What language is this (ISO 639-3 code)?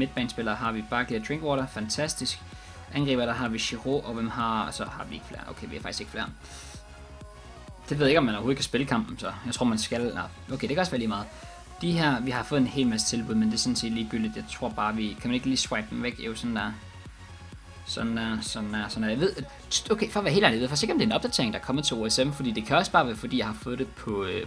dan